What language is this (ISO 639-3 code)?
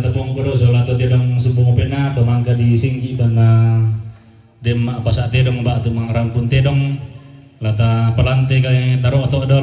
sda